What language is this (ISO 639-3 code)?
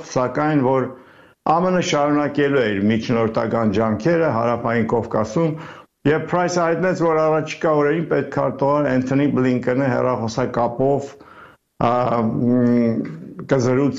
hye